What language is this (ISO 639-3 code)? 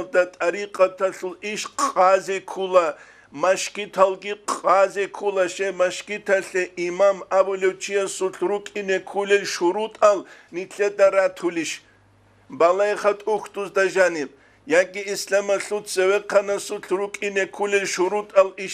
ava